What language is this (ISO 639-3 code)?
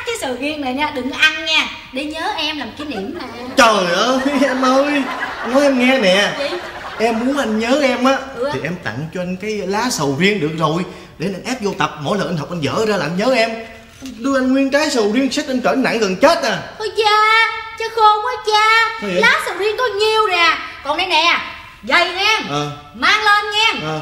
vie